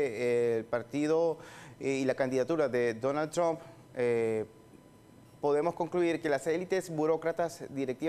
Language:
Spanish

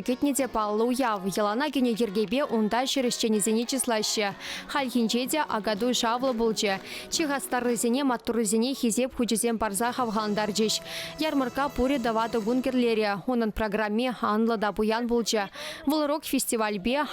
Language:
Chuvash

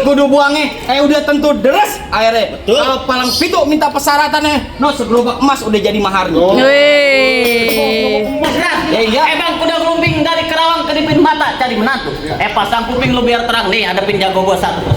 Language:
Betawi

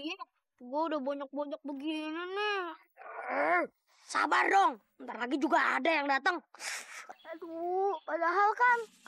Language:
Betawi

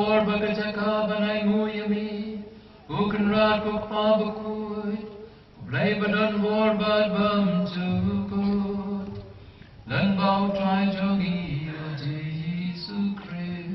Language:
Khasi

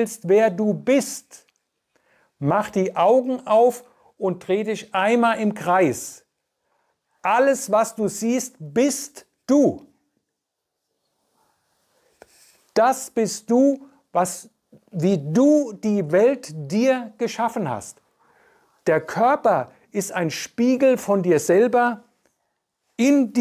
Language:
German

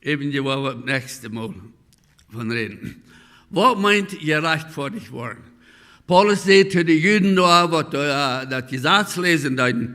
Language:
Plautdietsch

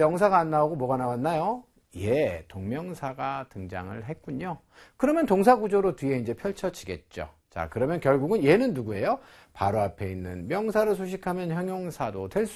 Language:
Korean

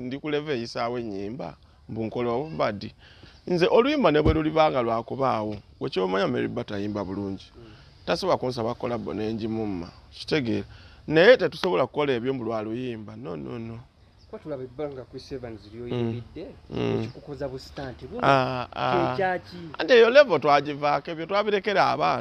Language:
Ganda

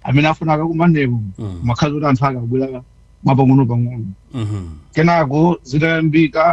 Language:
Nyanja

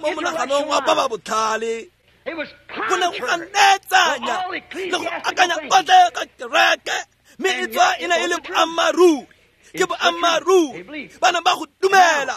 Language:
Tswana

